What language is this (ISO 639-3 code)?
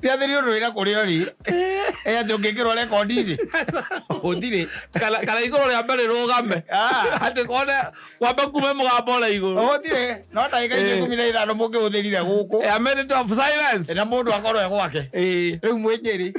kik